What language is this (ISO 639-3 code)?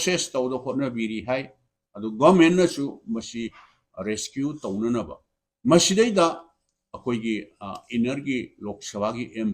mni